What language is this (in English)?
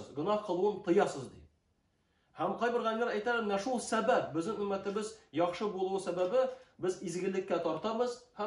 Tatar